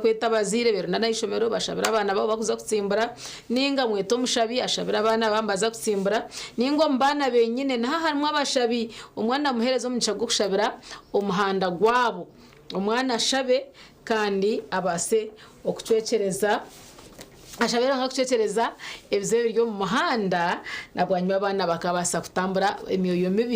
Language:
Nyankole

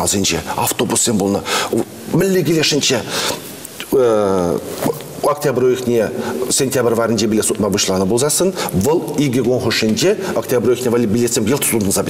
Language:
Chuvash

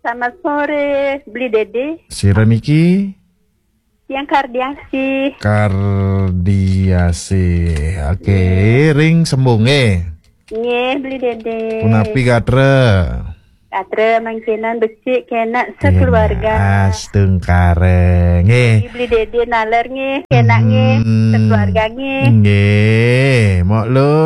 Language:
Balinese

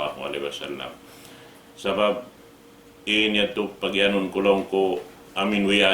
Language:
Tausug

